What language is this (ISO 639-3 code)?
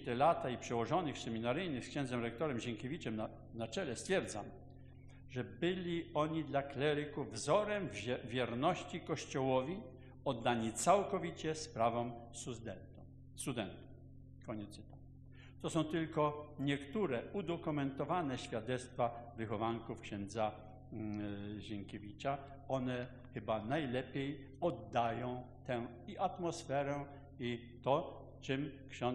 pol